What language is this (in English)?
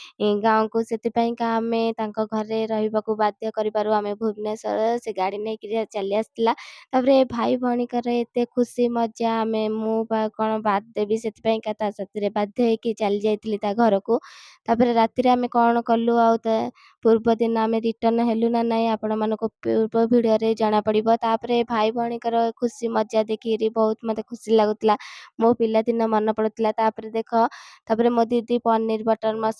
Odia